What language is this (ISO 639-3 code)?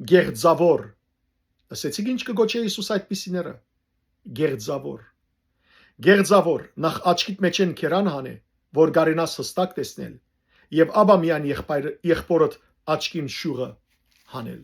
hyw